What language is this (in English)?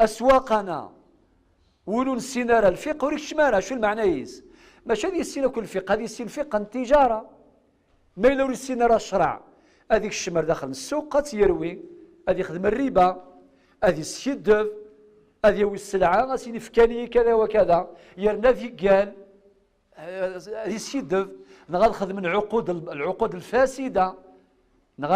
Kabyle